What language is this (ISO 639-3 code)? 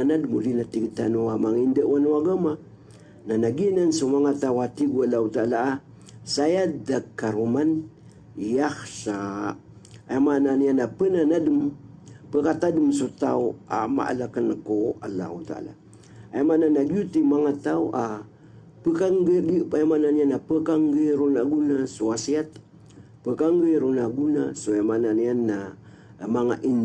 mrw